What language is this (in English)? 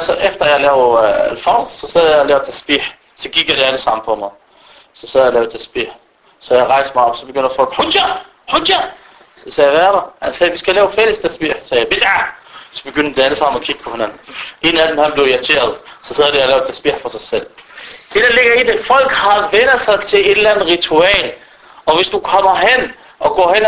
Danish